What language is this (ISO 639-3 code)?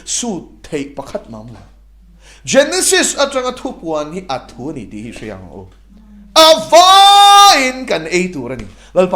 lus